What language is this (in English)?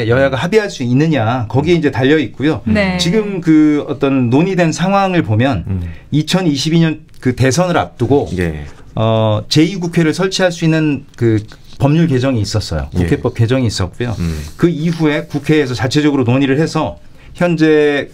Korean